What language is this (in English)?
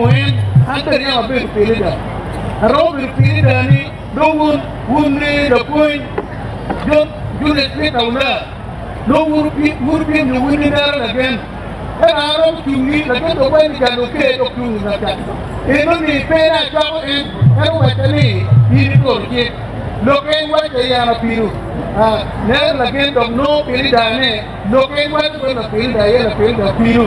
Acoli